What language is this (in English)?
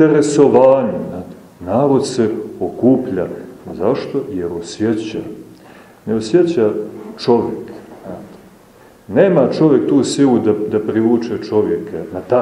Serbian